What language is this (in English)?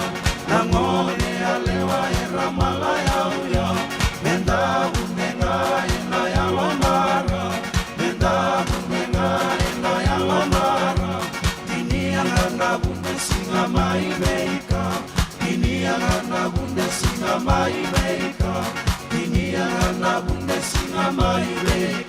Fijian